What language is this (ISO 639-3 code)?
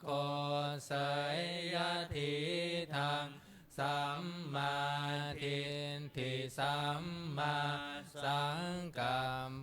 pli